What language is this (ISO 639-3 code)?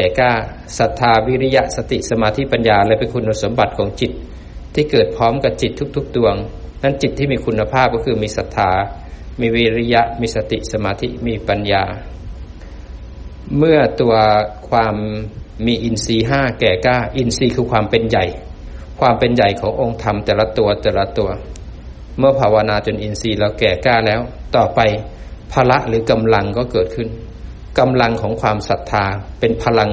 tha